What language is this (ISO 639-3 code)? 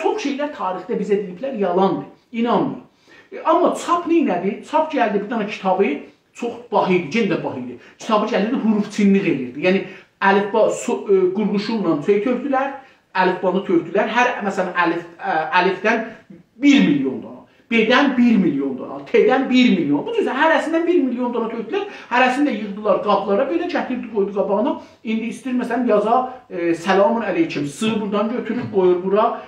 azb